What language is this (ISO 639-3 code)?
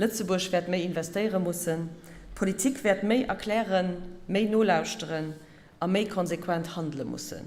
ltz